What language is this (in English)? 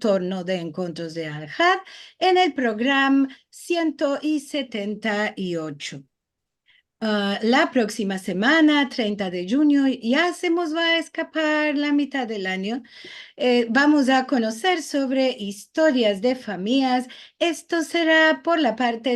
Ladino